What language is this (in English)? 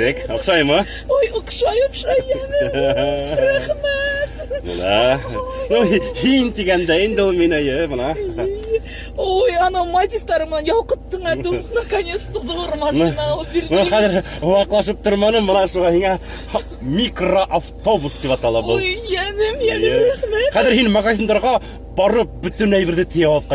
Bashkir